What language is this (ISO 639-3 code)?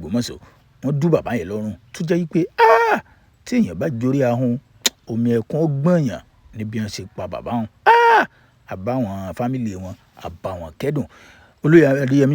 yor